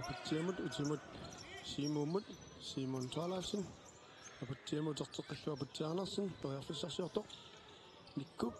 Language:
Kalaallisut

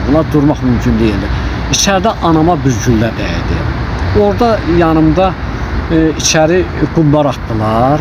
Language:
Azerbaijani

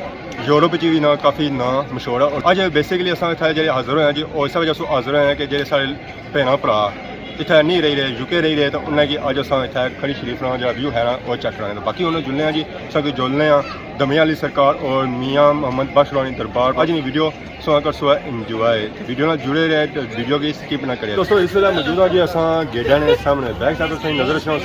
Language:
Pahari-Potwari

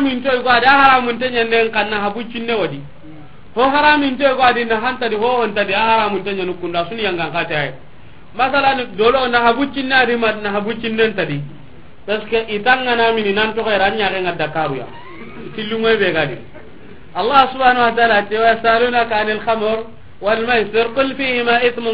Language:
Soninke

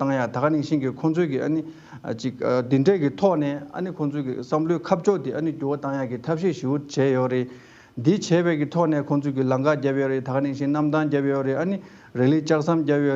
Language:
Tibetan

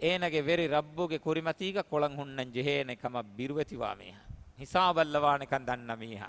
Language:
Divehi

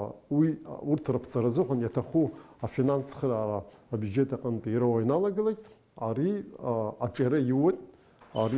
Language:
Abkhazian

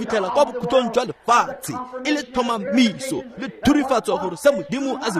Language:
Tswana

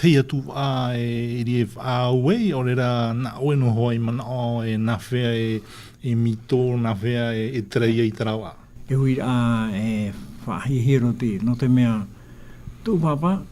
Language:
Tahitian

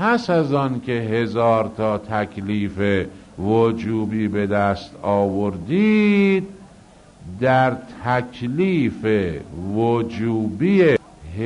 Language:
Persian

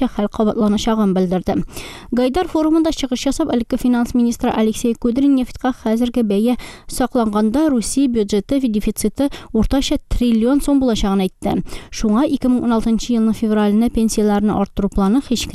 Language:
Tatar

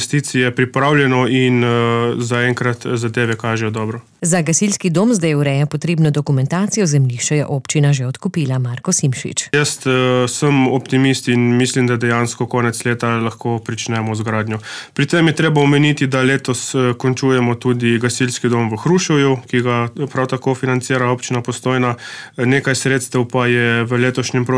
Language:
Slovenian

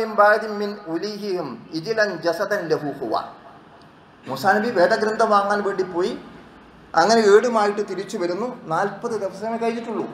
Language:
Malayalam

